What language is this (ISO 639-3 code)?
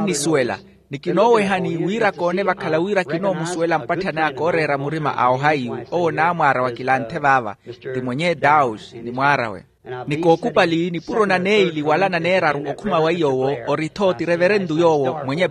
vmw